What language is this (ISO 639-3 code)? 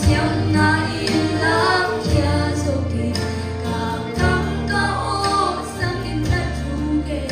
csy